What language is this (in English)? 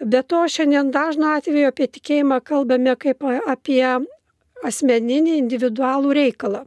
Lithuanian